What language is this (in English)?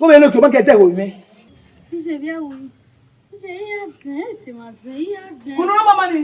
Bini